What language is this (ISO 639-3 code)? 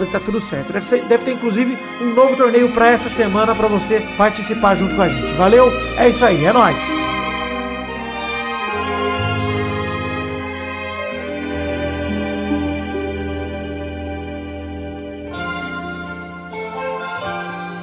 por